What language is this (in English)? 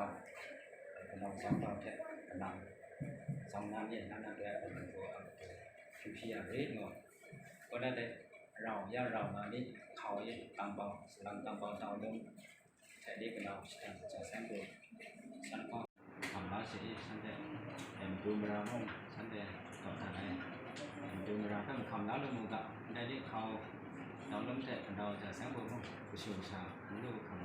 Kachin